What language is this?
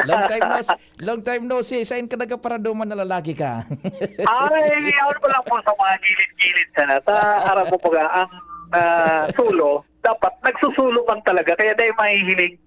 Bikol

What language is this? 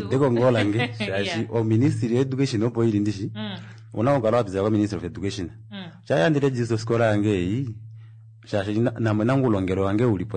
Kuanyama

